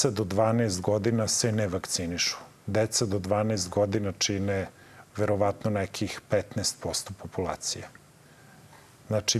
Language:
Serbian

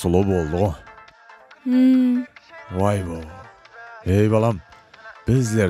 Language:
Kara-Kalpak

